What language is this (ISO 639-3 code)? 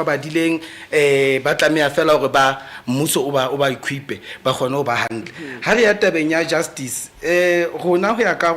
sot